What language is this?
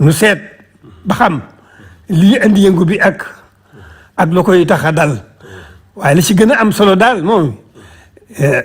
Wolof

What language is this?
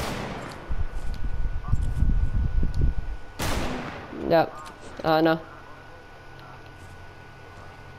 Malay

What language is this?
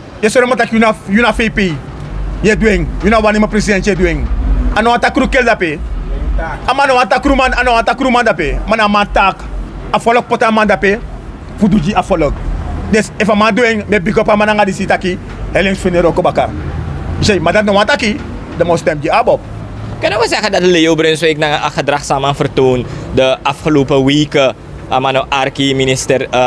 Sranan Tongo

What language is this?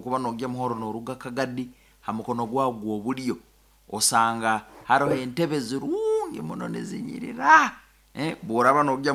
Nyoro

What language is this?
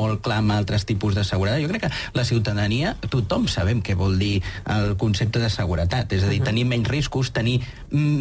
Catalan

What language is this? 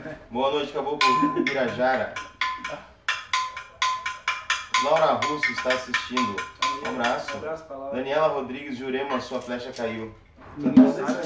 Portuguese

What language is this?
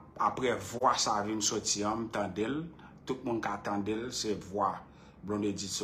Haitian Creole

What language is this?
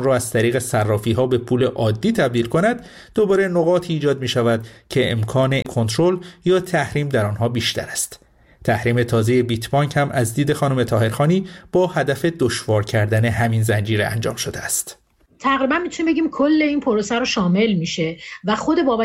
Persian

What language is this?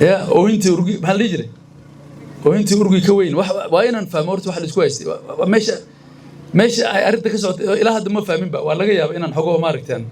Somali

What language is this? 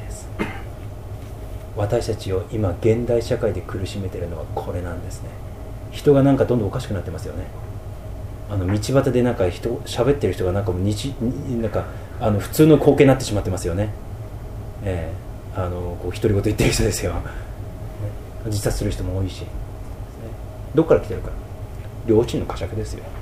Japanese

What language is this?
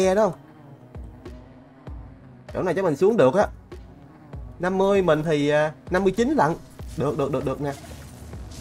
Vietnamese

